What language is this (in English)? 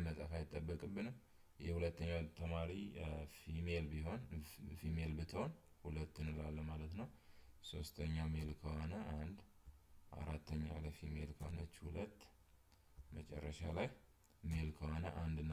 Amharic